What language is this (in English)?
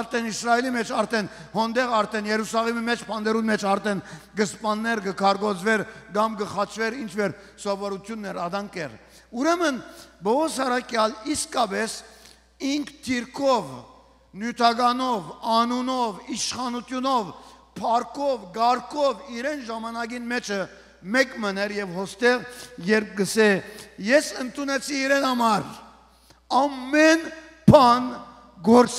Western Armenian